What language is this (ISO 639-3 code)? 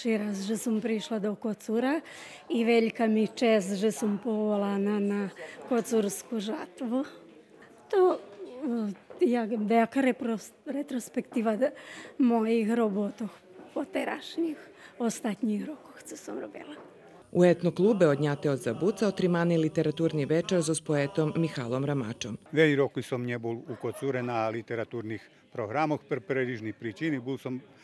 rue